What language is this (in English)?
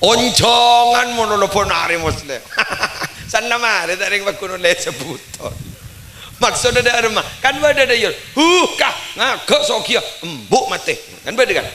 Madurese